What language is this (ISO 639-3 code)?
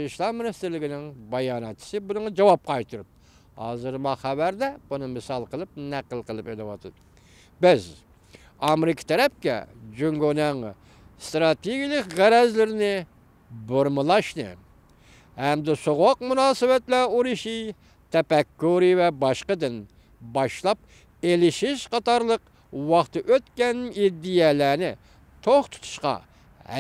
uig